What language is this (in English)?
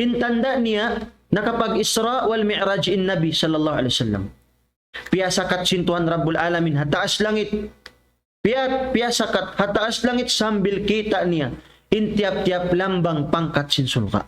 Tausug